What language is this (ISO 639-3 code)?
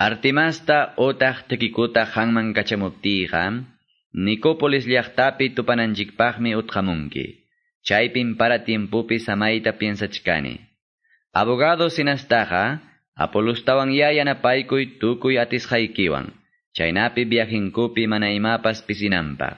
que